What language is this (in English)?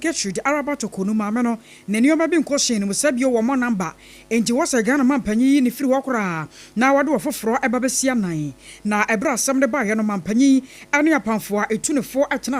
Akan